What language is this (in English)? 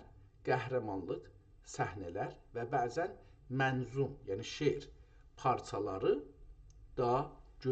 South Azerbaijani